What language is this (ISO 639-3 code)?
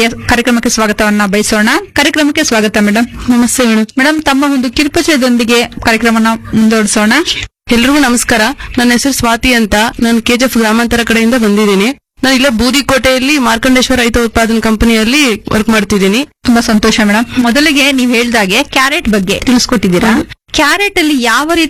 kan